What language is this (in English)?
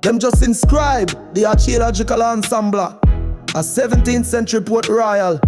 Jamaican Creole English